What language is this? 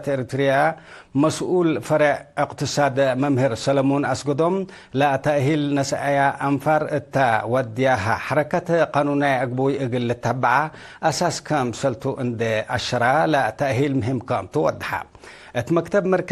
Tigre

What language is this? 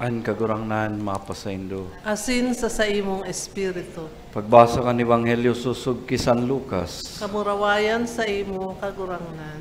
Bikol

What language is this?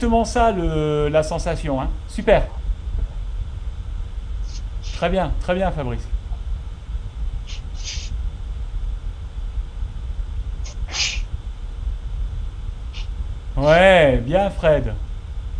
French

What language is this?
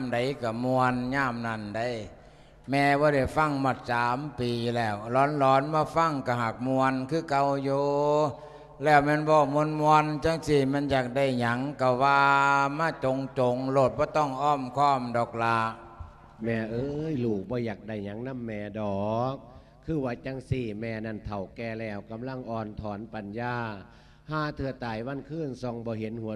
Lao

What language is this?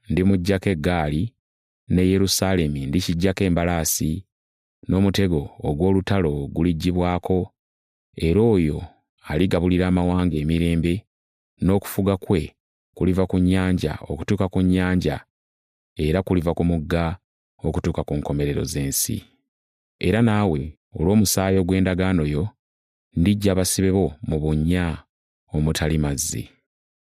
Ganda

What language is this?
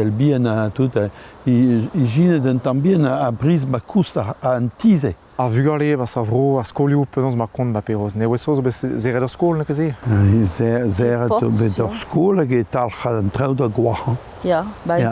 Breton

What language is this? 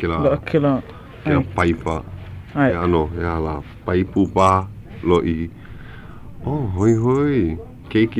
Hawaiian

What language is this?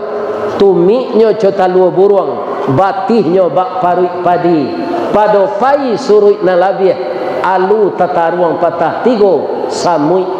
Minangkabau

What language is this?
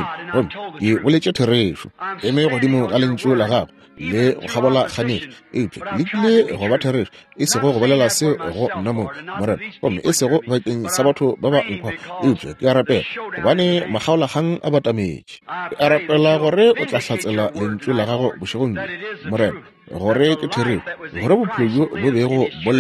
Northern Sotho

